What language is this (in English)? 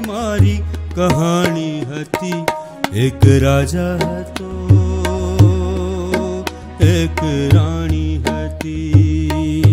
Gujarati